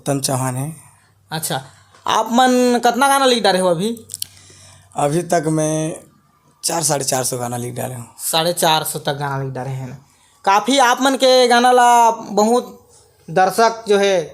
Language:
Chhattisgarhi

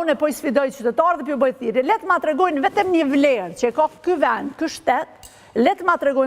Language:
Albanian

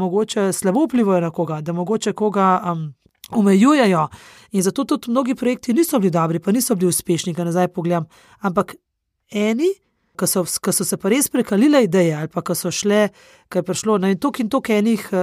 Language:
Slovenian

